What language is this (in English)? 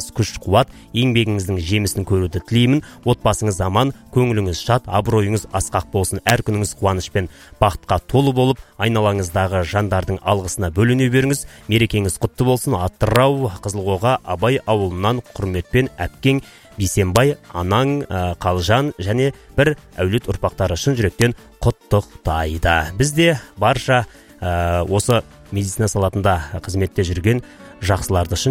Kazakh